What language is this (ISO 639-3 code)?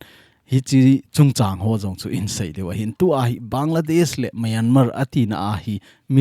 tcz